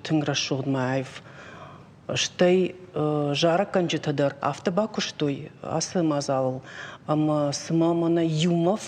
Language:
Ossetic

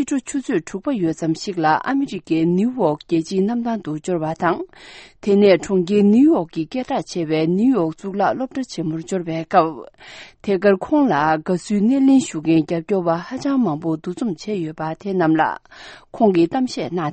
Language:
Tibetan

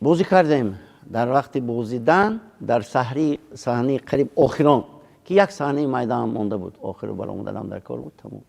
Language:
Tajik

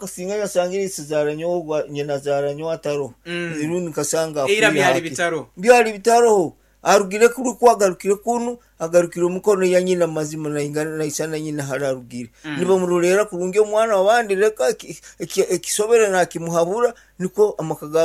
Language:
Nyankole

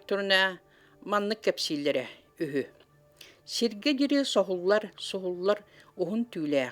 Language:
Yakut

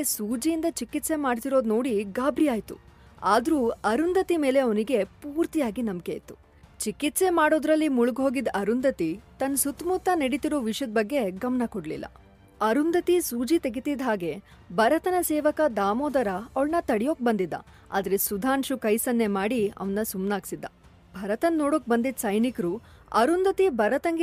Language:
Kannada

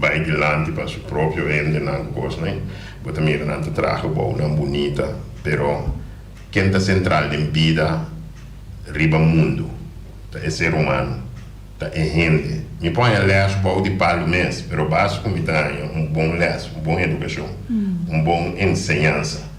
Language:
Papiamento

